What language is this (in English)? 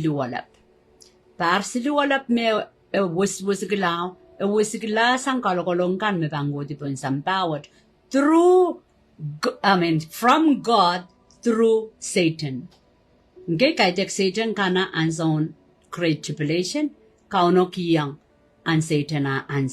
Pohnpeian